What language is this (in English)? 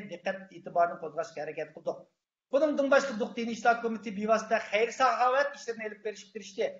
Uyghur